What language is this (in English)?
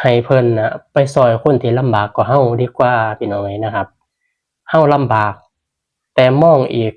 Northeastern Thai